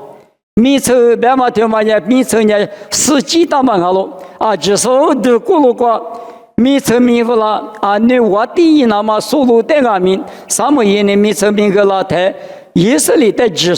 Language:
Lisu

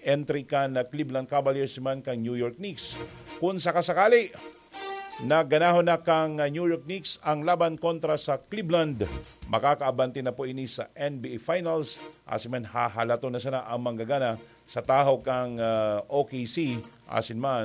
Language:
Bikol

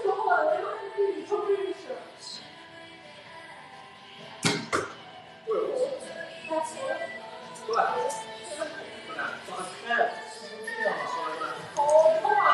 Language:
Chinese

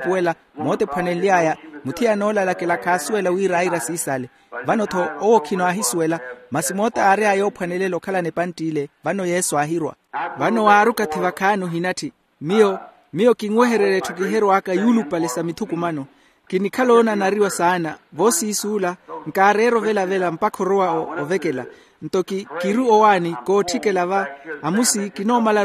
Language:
Makhuwa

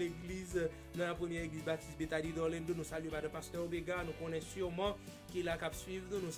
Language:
Haitian Creole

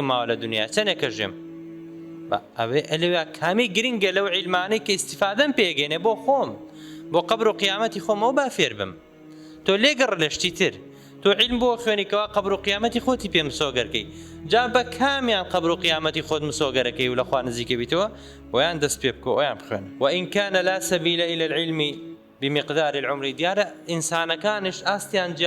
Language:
Central Kurdish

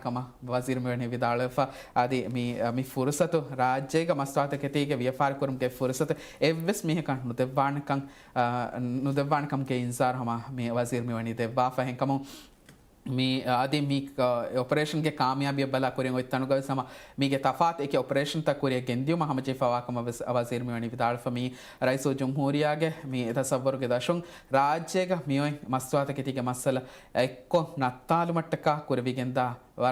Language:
Divehi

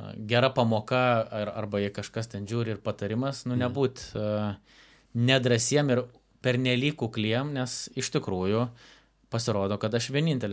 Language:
Lithuanian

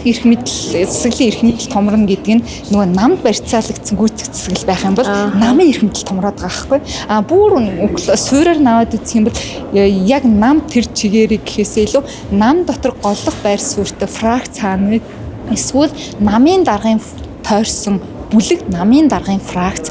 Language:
Mongolian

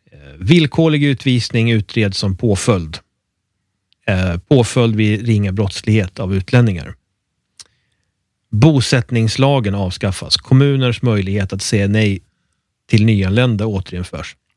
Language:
Swedish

